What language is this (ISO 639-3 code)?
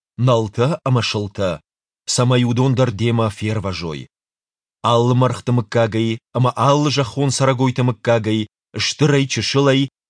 oss